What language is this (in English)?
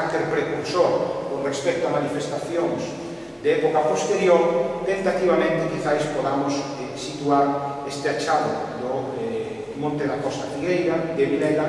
Galician